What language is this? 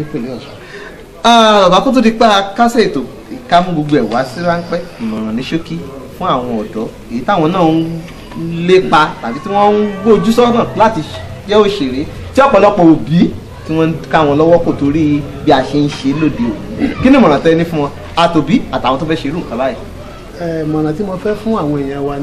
Yoruba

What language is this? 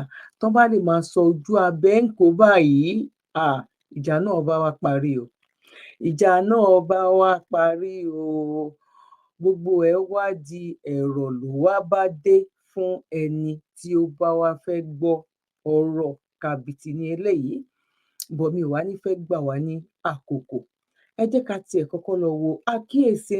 Yoruba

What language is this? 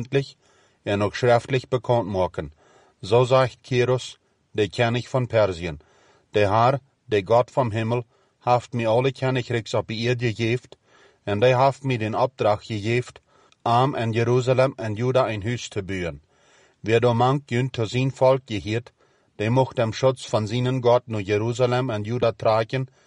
Plautdietsch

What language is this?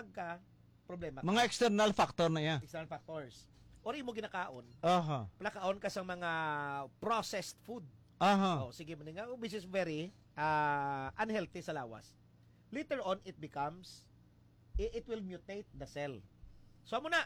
Hiligaynon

